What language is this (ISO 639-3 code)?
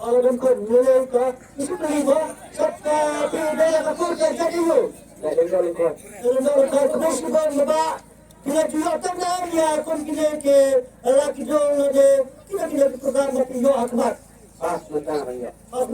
kha